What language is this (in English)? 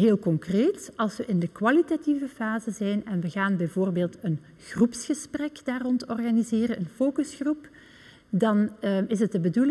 Dutch